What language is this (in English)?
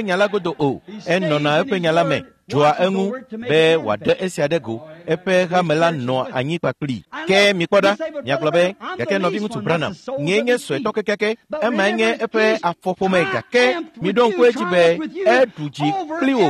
Ewe